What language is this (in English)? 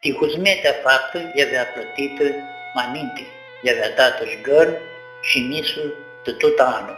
Aromanian